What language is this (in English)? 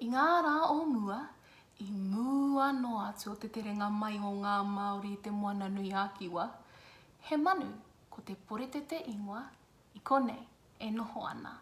Māori